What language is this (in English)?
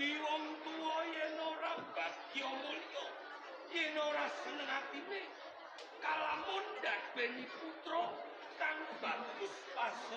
Javanese